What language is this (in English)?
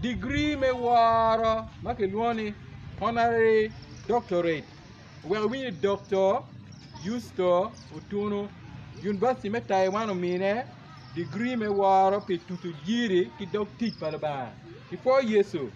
Acoli